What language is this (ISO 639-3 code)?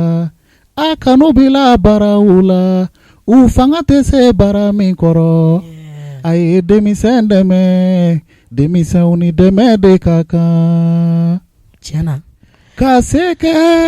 bam